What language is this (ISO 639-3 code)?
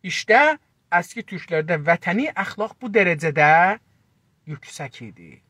azb